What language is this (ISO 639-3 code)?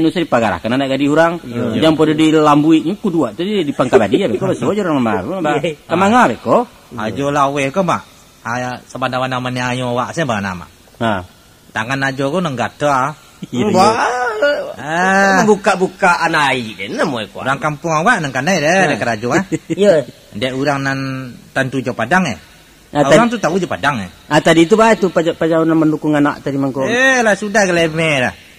min